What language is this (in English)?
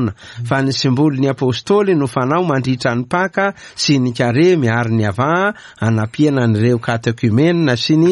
Malagasy